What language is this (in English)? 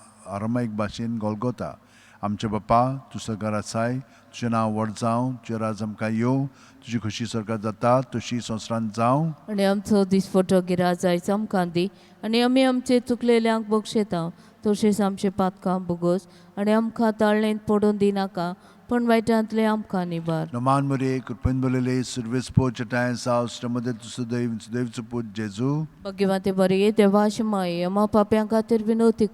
Konkani